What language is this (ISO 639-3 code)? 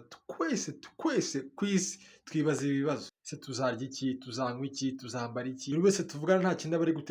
kin